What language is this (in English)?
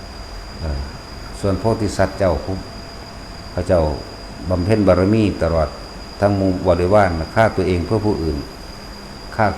Northeastern Thai